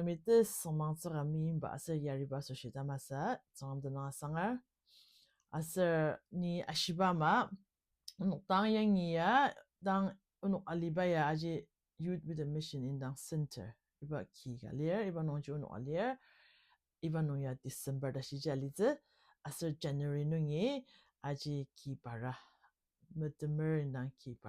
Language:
Ao Naga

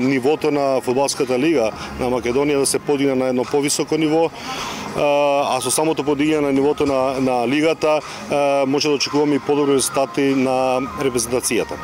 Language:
Macedonian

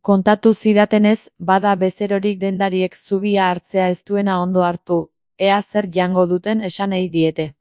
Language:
Basque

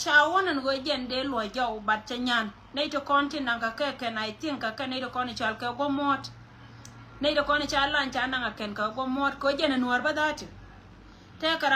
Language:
Nuer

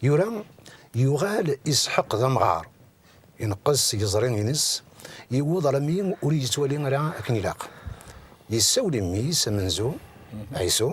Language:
Kabyle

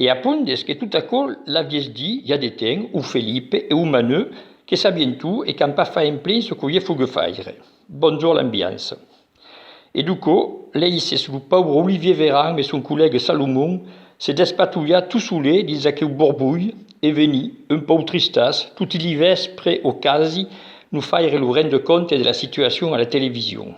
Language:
Occitan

